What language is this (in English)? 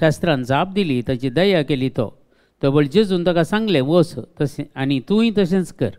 Konkani